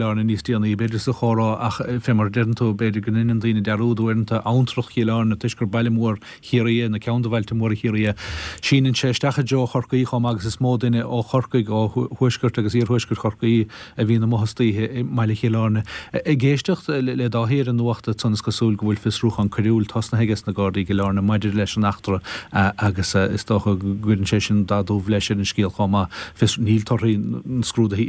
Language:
Irish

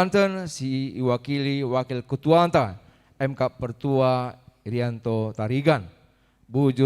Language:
Batak Karo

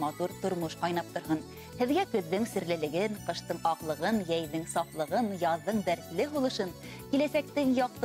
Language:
Bashkir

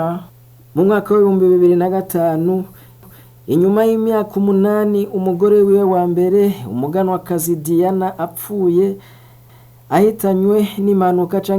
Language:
Rundi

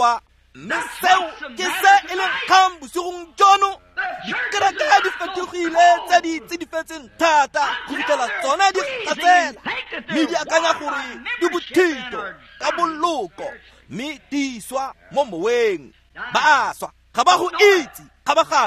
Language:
Tswana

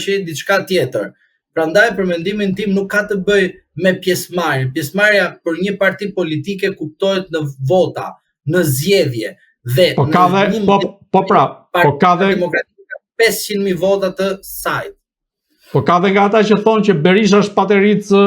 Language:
Albanian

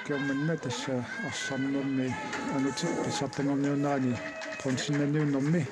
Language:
Kalaallisut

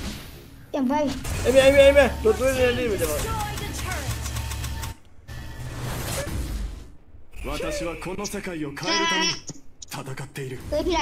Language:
Burmese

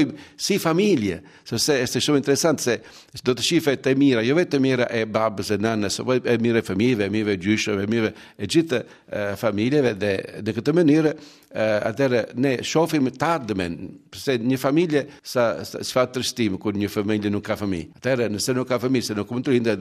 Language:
Albanian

